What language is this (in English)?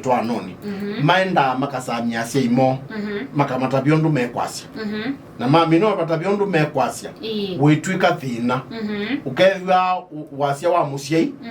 Kamba